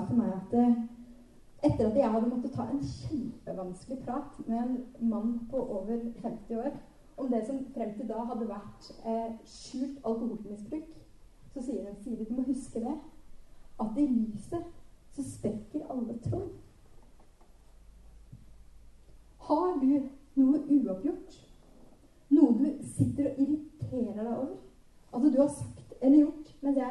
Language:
Norwegian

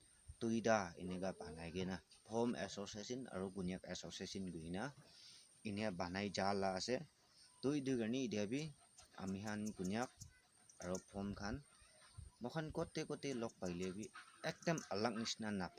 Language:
Naga Pidgin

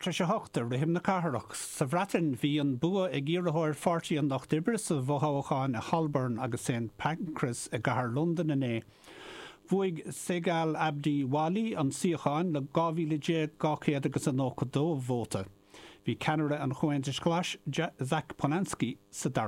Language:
Irish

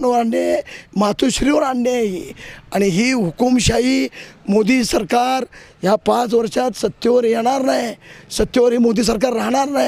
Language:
Marathi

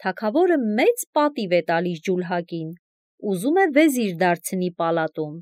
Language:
Armenian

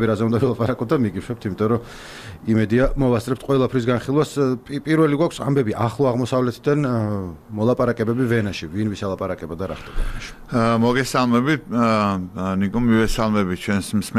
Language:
Georgian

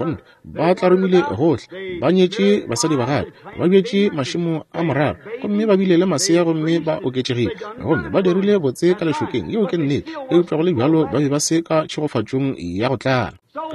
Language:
Northern Sotho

